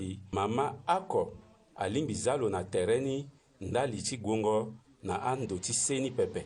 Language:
Sango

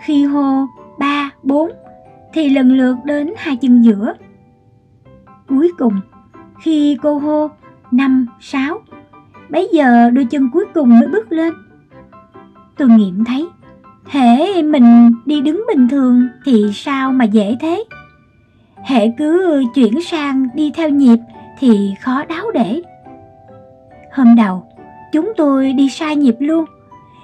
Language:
Vietnamese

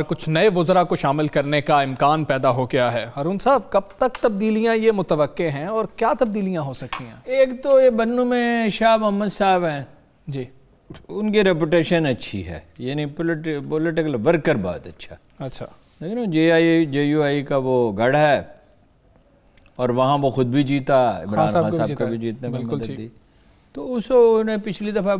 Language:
Urdu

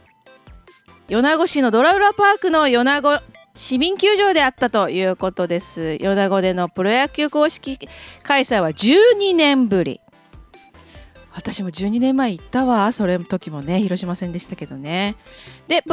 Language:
Japanese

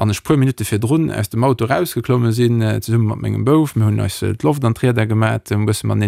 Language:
Luxembourgish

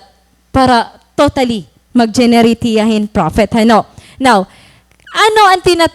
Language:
Waray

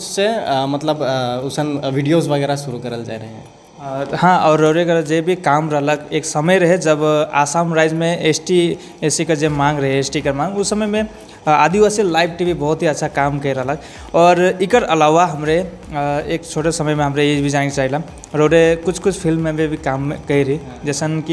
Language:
Sadri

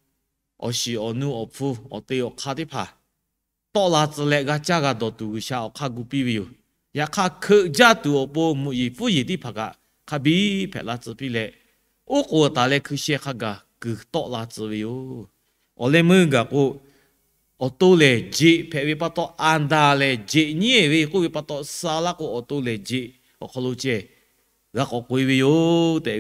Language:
Lahu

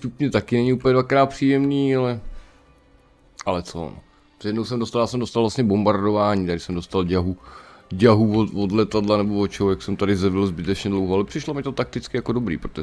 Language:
Czech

